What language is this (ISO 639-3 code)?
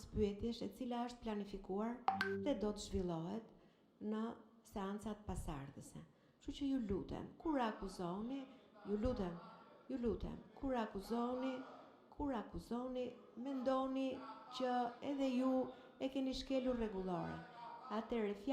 sqi